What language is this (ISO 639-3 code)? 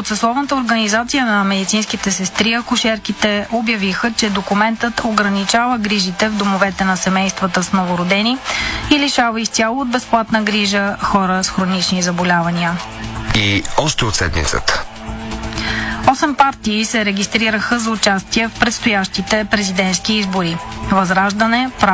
bul